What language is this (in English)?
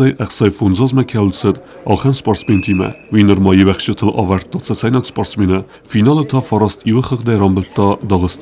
Ossetic